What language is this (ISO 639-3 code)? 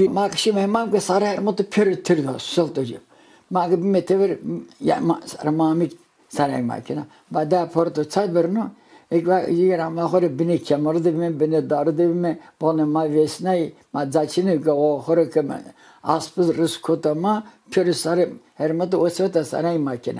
zza